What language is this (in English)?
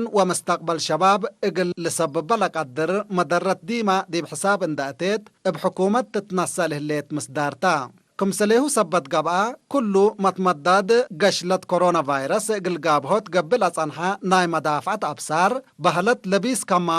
Tigre